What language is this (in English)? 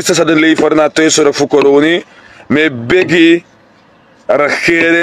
Sranan Tongo